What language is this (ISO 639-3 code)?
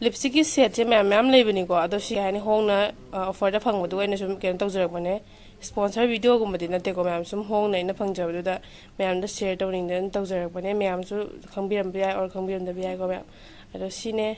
mni